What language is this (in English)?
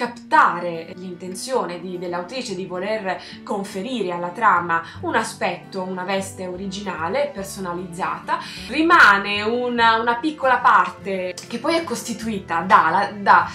Italian